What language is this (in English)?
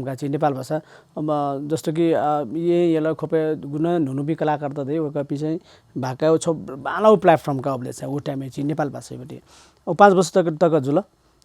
Newari